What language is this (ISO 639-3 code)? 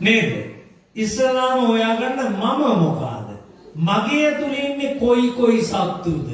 sin